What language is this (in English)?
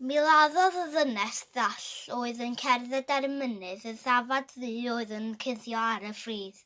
Welsh